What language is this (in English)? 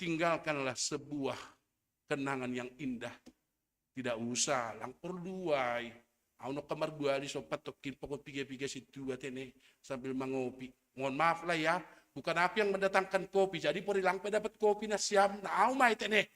Batak Simalungun